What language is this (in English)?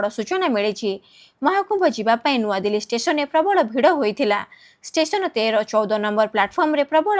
Odia